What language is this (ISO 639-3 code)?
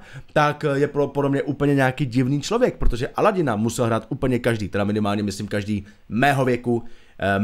ces